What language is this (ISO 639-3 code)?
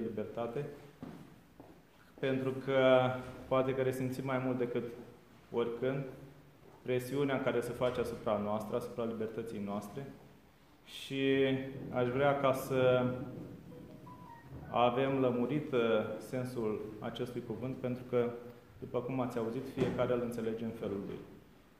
ron